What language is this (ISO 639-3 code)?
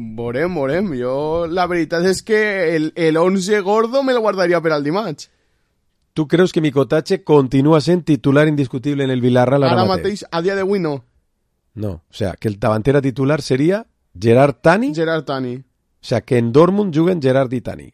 cat